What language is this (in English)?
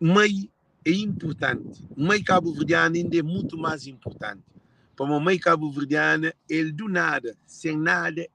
Kabuverdianu